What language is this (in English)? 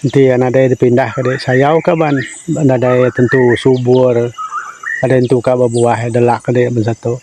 Iban